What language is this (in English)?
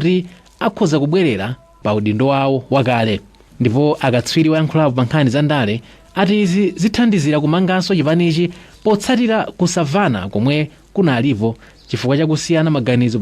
Nyanja